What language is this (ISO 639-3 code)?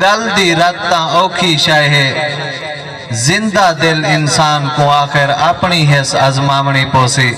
skr